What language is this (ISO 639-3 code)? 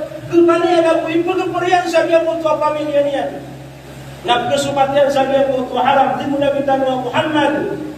mrw